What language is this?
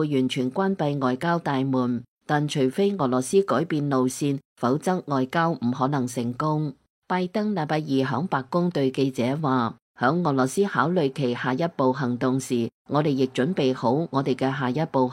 Cantonese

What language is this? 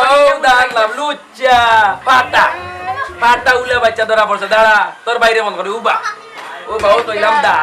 Sylheti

